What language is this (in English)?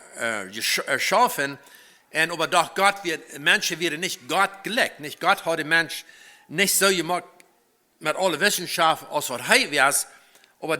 Plautdietsch